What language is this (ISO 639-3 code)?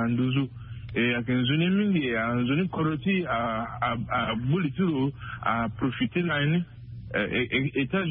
sag